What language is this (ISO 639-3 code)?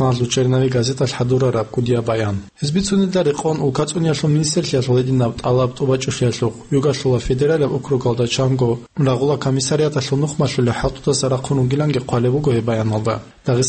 ava